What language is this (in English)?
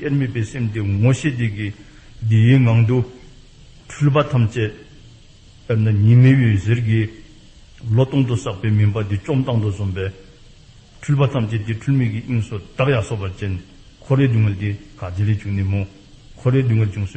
Dzongkha